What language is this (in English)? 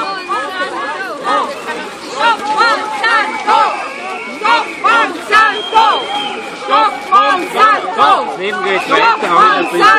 German